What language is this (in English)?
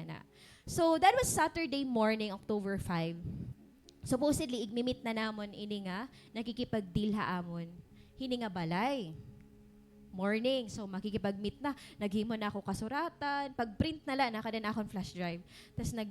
Waray